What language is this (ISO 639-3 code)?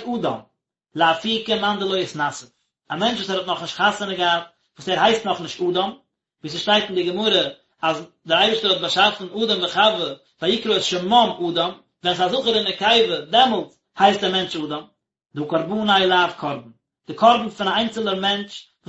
yid